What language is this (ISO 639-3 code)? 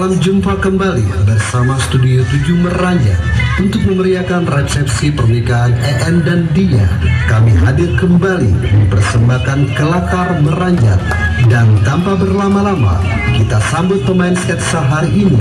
mui